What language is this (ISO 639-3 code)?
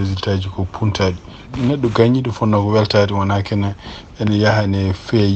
ful